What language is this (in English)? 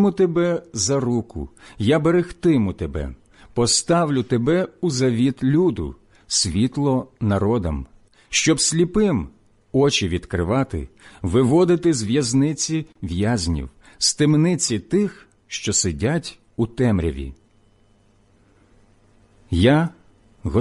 Ukrainian